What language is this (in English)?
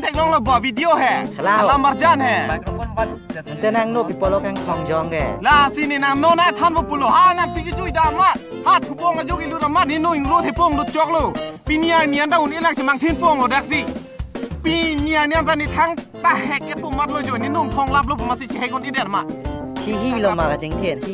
Karbi